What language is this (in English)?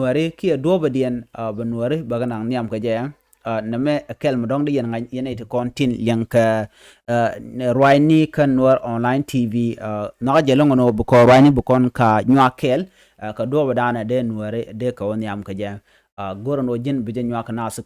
Nuer